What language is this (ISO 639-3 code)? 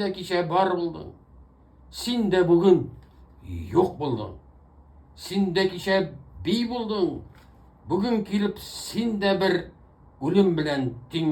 tat